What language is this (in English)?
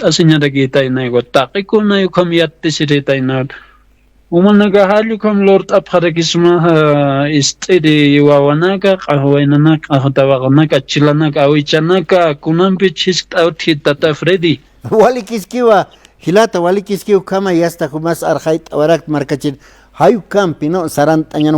Aymara